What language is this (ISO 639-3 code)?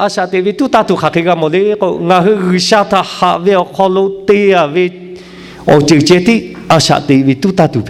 lhu